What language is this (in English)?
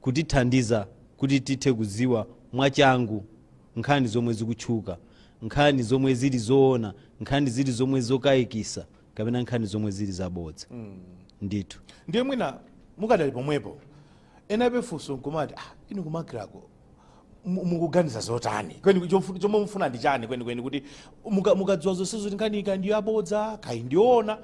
Nyanja